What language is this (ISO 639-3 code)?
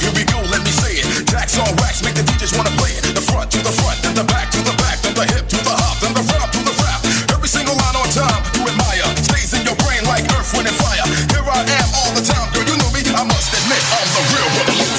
kaa